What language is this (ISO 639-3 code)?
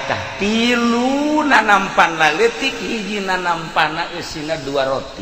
sun